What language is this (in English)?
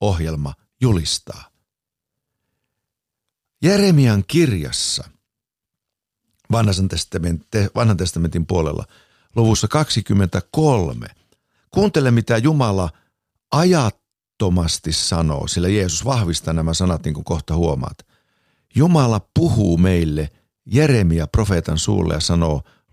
Finnish